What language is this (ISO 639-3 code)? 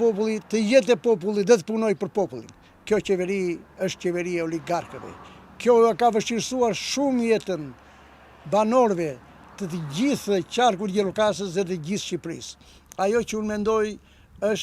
sqi